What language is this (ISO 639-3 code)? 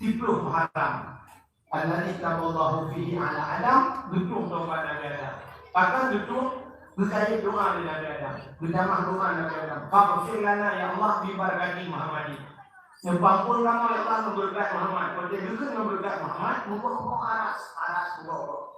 ace